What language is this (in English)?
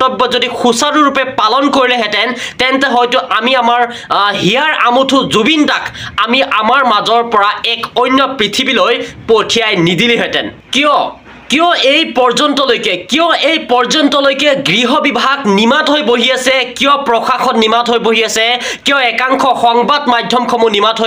Assamese